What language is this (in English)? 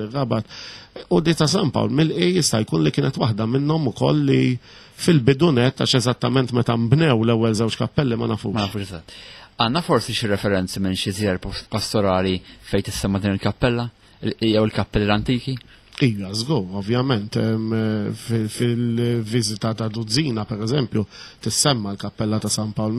Maltese